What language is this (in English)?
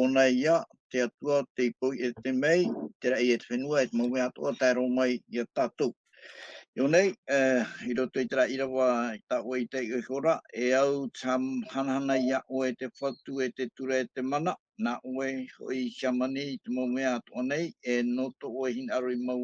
Tahitian